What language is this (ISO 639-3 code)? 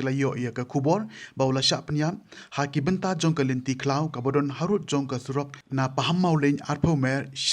kha